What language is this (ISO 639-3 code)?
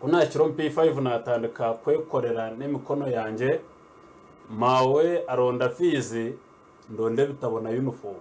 nyn